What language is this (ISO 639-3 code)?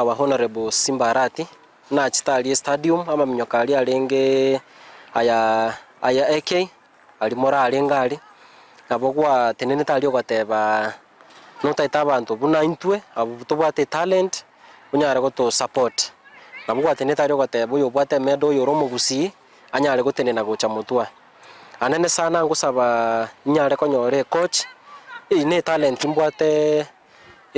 guz